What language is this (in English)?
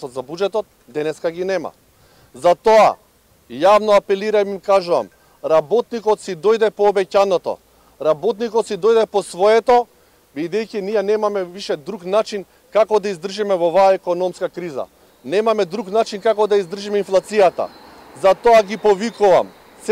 Macedonian